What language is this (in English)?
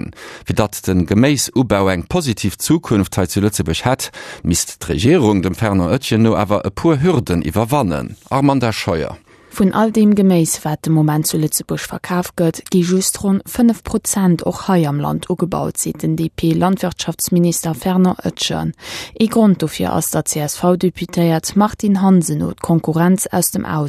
Luxembourgish